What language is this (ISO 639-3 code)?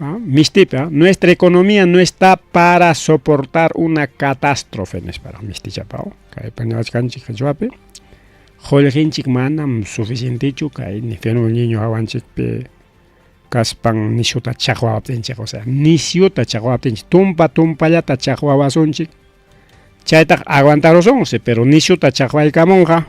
quy